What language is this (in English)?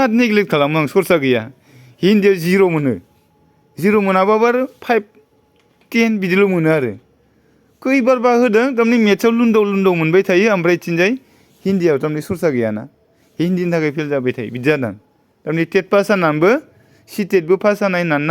Bodo